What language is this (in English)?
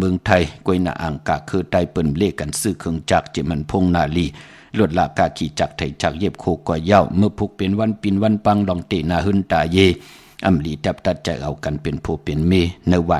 Shan